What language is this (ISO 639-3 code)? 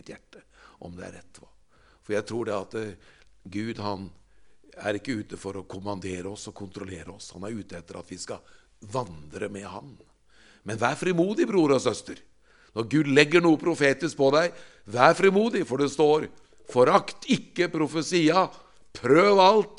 nor